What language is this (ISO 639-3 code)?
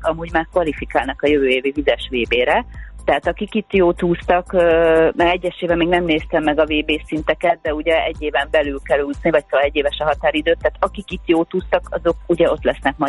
hun